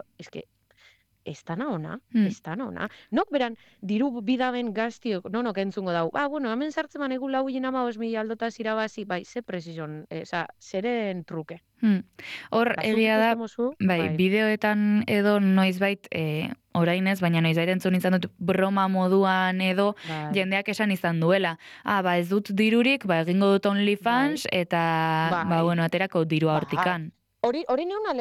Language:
Basque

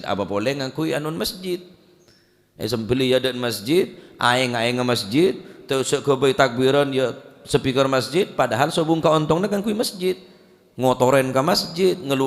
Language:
Madurese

